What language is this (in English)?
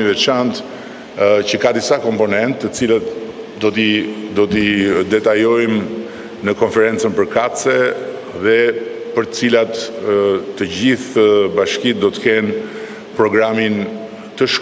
Albanian